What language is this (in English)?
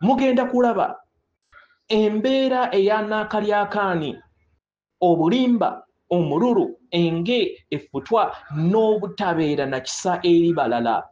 Ganda